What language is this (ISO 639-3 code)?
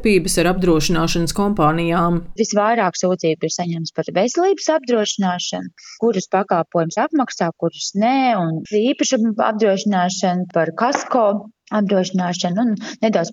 lav